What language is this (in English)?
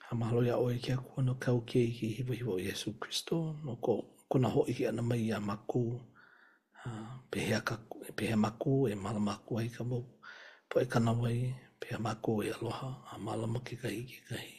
Hawaiian